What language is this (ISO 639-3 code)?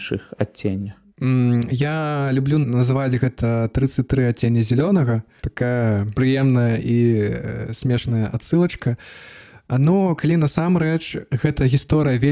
bel